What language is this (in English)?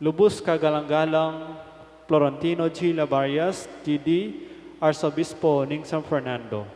Pampanga